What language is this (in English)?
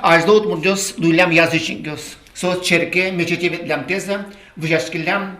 Udmurt